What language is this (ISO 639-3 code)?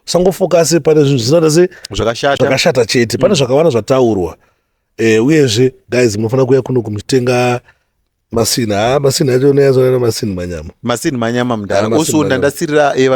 sna